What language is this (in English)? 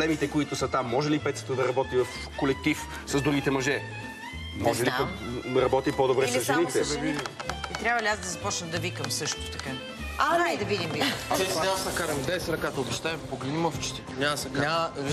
Bulgarian